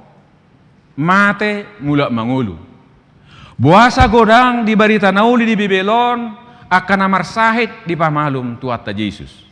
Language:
Batak Toba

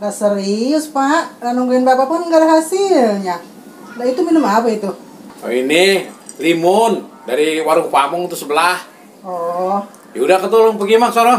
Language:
Betawi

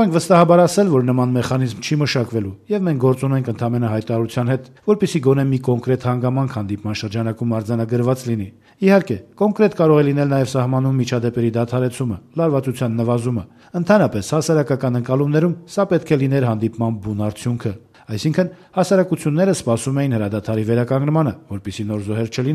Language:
Armenian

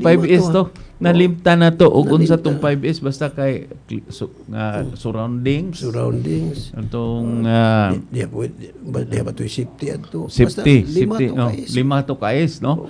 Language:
Cebuano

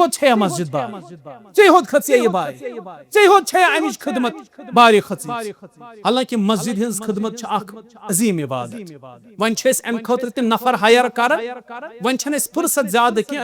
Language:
Kashmiri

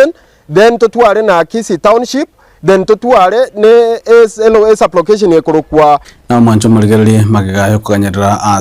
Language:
Gusii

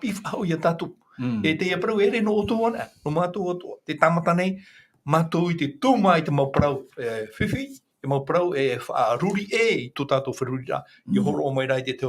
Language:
Tahitian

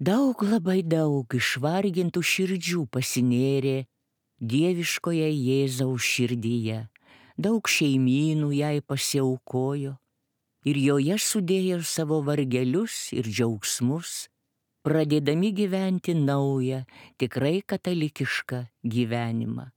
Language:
Lithuanian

